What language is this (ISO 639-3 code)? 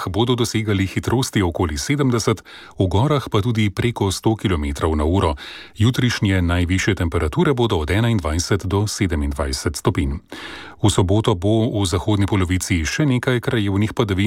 slv